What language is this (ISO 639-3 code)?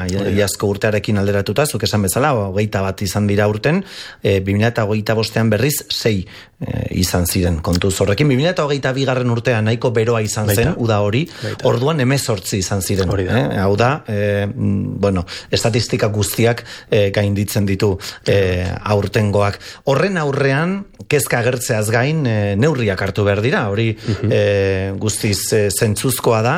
eus